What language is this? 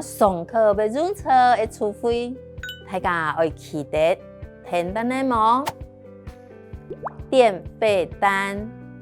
Hakka Chinese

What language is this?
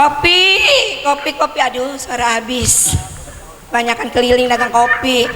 Betawi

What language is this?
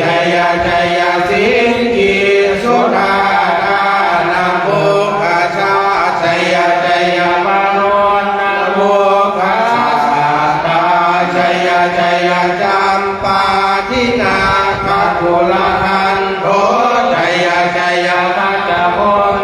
Pali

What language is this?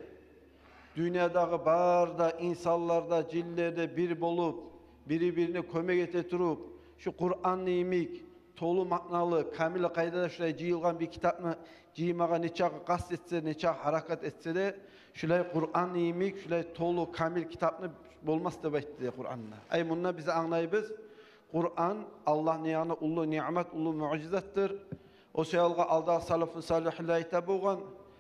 Kumyk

